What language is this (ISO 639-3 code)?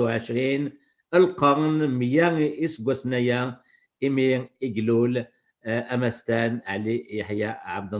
kab